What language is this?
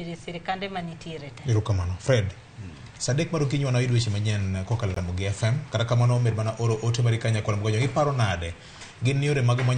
Luo (Kenya and Tanzania)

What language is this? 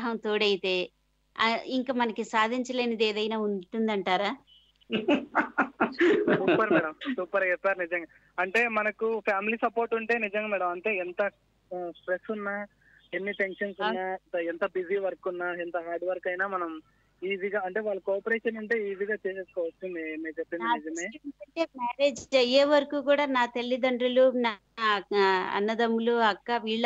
Telugu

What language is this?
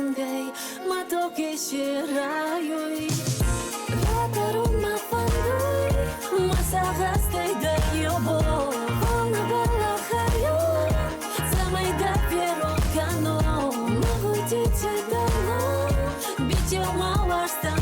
Ossetic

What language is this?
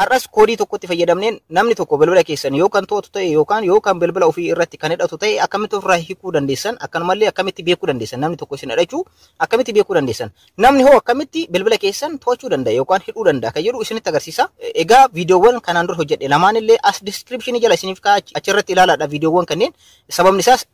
Oromo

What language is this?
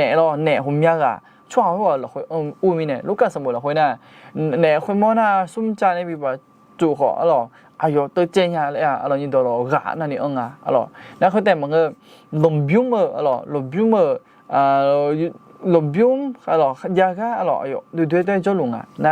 Akha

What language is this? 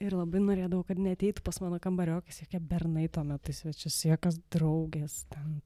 Lithuanian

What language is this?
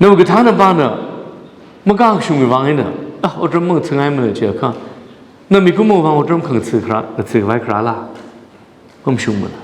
Tangkhul Naga (India)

